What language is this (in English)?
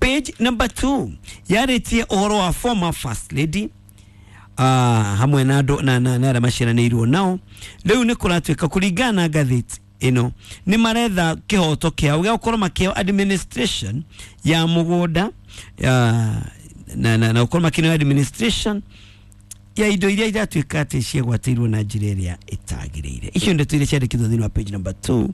Kikuyu